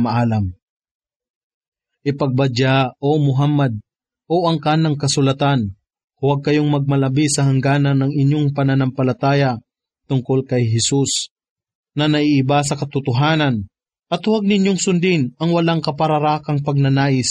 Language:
Filipino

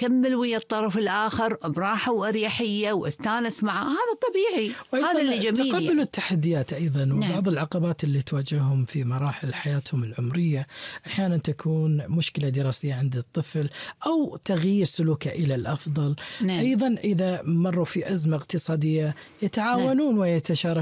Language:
Arabic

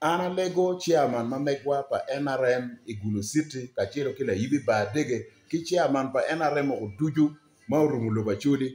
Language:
Acoli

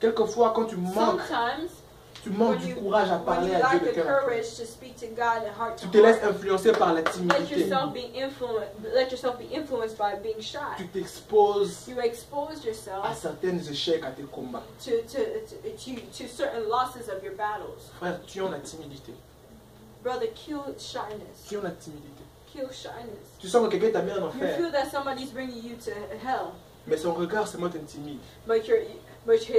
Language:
French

